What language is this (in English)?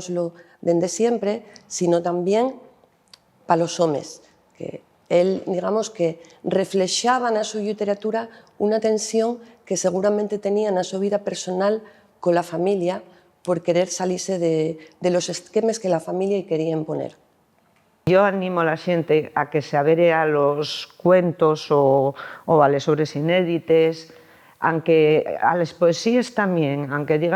Asturian